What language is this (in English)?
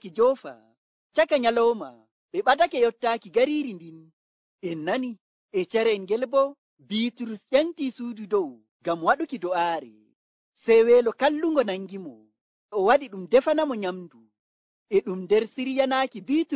Nigerian Fulfulde